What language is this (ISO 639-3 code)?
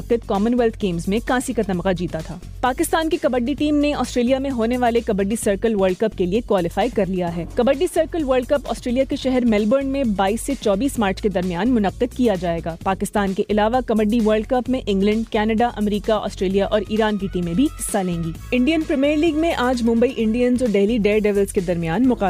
urd